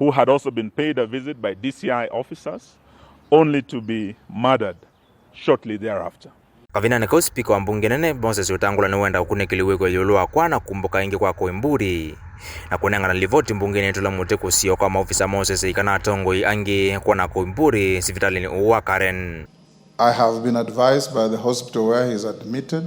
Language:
Kamba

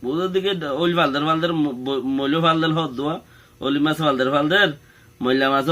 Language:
Rohingya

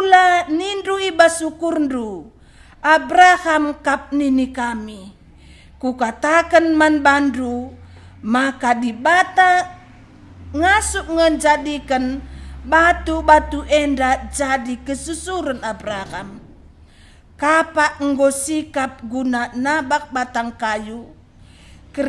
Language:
Batak Karo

